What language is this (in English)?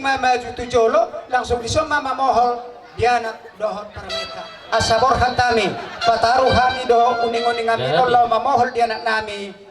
Batak Toba